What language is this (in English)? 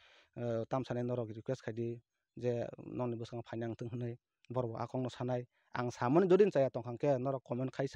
Kok Borok